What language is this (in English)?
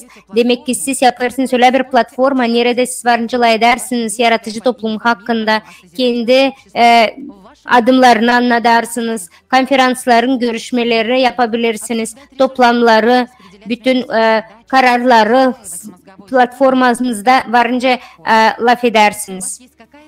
Gagauz